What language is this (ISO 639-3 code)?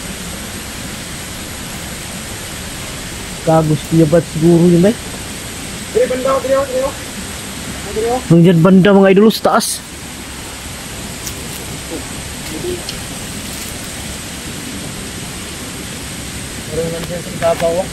fil